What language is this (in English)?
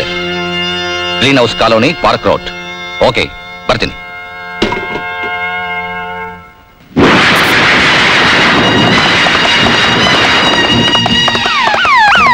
Kannada